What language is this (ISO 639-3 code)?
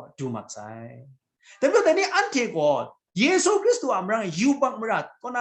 kac